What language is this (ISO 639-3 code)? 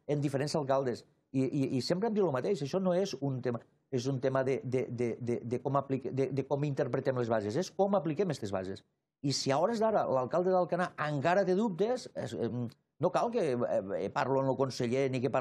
cat